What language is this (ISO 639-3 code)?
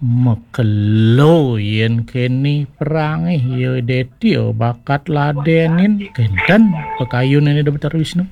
ban